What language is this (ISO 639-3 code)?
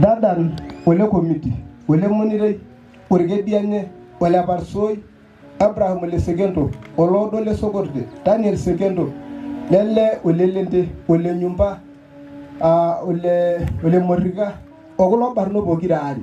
mas